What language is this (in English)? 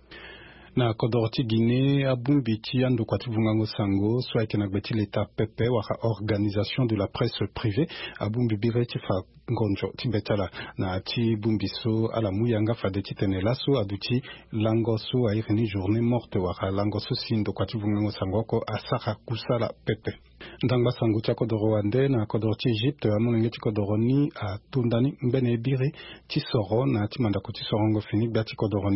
Sango